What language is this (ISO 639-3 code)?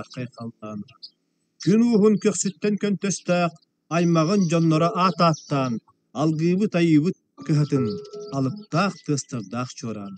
sah